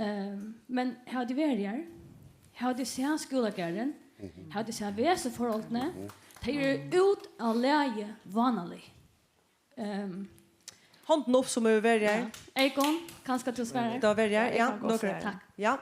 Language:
Faroese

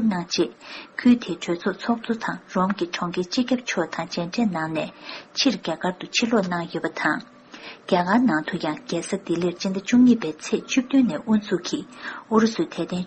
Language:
Tibetan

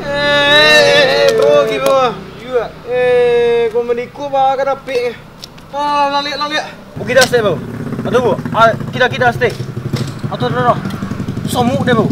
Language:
Minangkabau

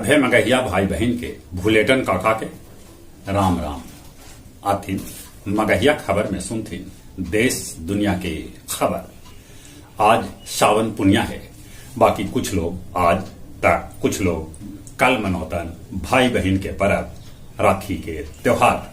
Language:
Magahi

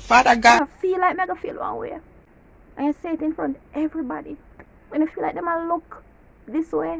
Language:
Jamaican Creole English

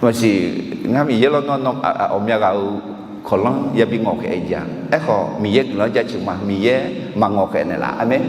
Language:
Akha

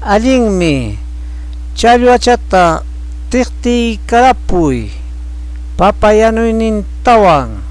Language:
Ayacucho Quechua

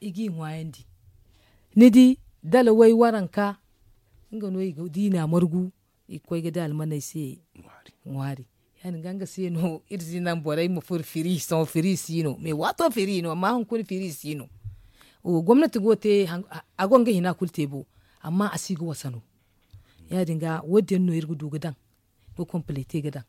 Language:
Zarma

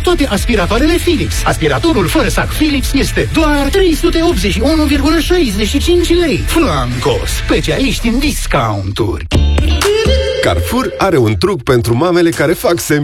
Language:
Romanian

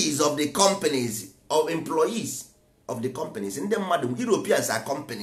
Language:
Igbo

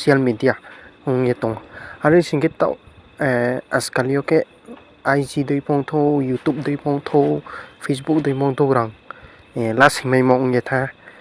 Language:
Riang (India)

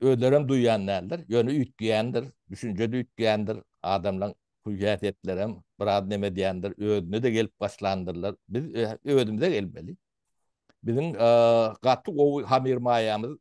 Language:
Turkmen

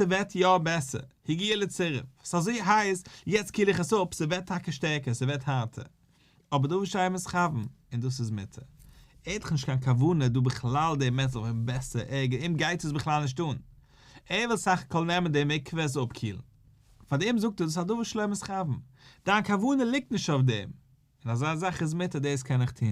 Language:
Yiddish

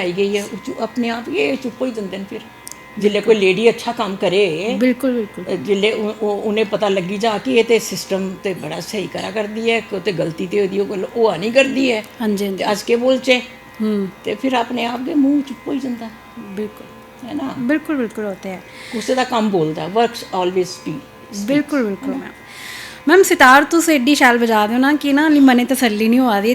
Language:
Dogri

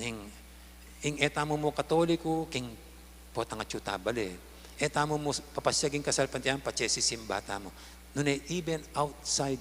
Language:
Pampanga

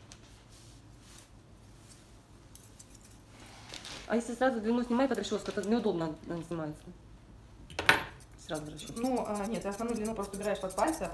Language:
Russian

